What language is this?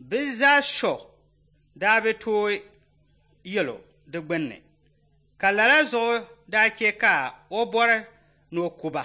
Dagbani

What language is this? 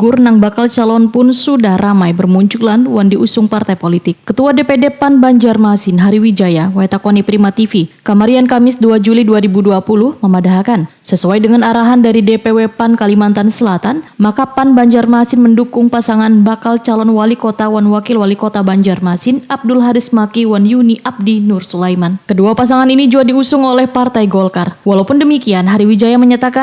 Banjar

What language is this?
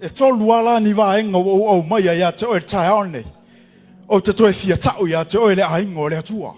Samoan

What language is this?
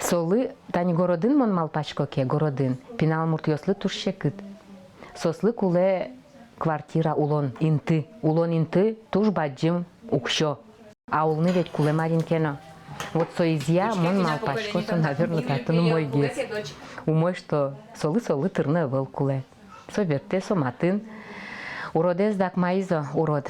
Udmurt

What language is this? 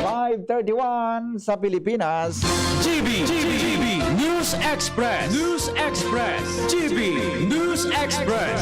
Bikol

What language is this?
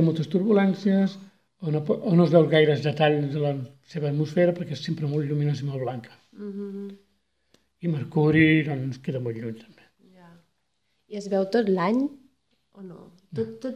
Catalan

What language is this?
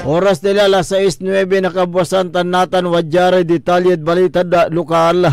Pangasinan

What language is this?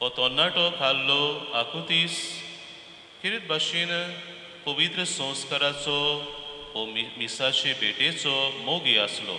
Konkani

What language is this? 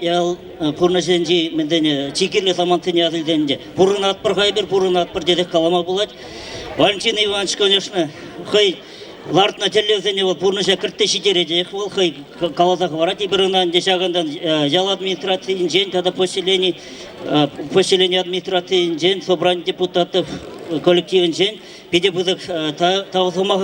Chuvash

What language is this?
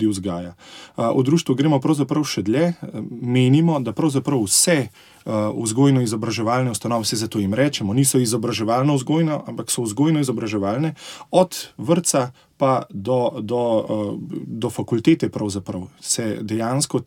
Slovenian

